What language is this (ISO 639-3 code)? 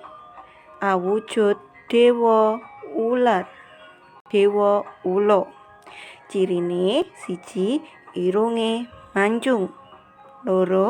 jav